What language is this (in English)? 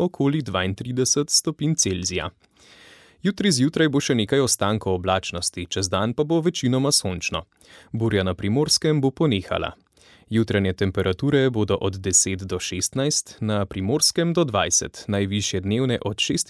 Slovenian